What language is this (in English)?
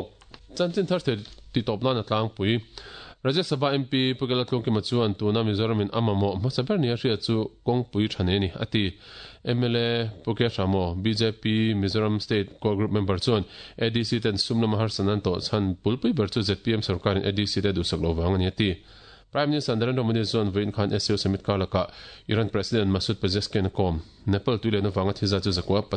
Mizo